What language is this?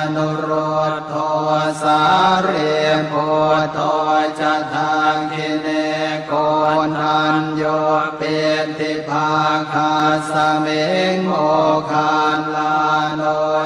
Pali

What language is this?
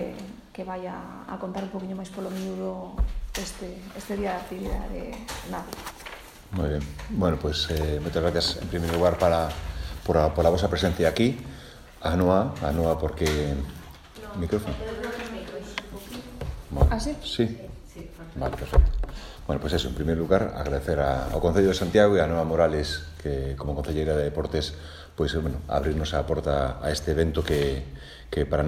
Galician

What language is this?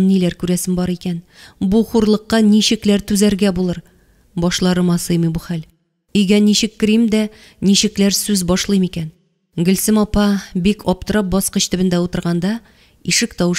Tatar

